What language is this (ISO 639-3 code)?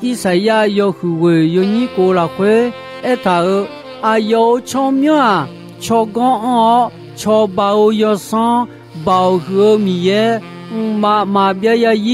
ahk